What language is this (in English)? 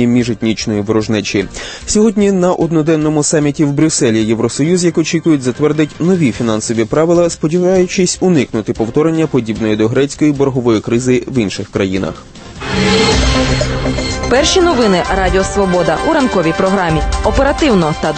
Ukrainian